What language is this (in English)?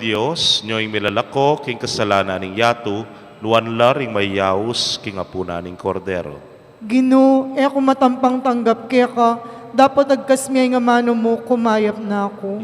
Pampanga